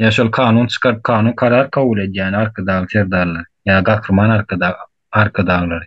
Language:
Turkmen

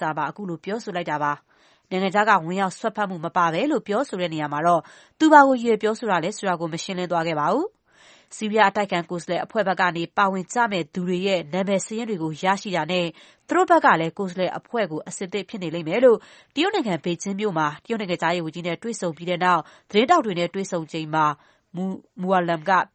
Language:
Burmese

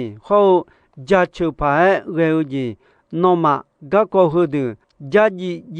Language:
Akha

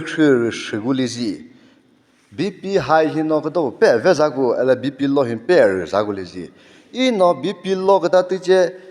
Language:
Chokri Naga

